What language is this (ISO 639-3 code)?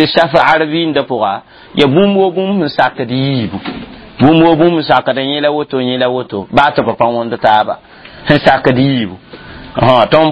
mos